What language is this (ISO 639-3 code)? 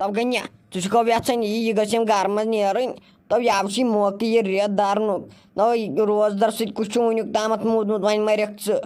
kas